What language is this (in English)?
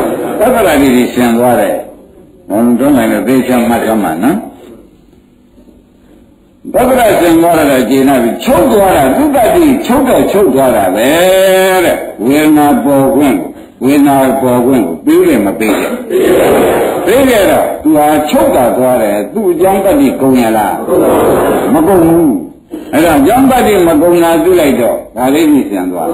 Burmese